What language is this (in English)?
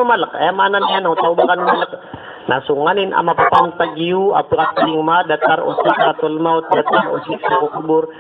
Maranao